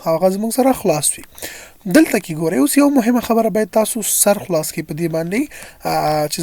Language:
Pashto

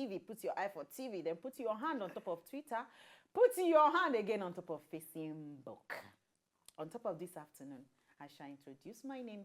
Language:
Nigerian Pidgin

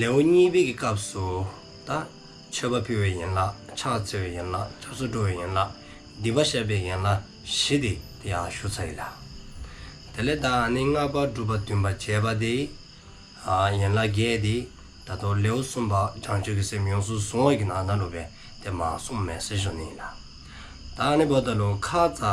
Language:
Dzongkha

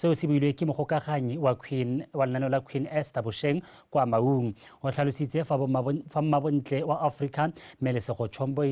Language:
Tswana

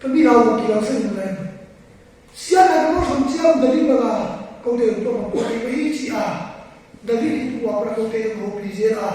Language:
Tedim Chin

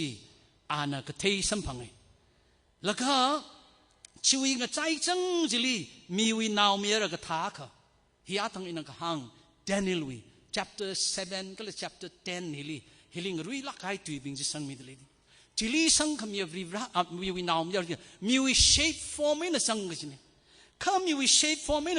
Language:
Tangkhul Naga (India)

